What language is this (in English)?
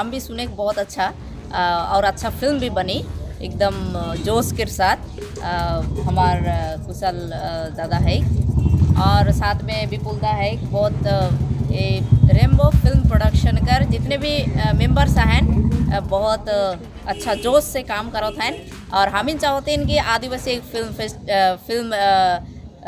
Sadri